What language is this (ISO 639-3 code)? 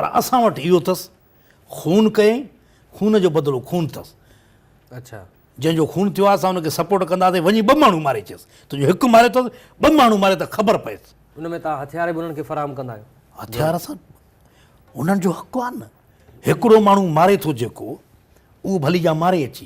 snd